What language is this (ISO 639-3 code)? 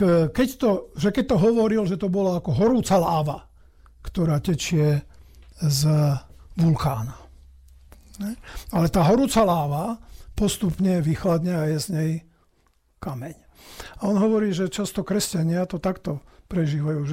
slk